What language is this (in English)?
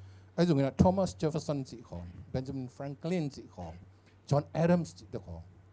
Tedim Chin